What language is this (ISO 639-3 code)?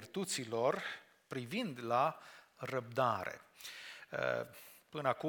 ron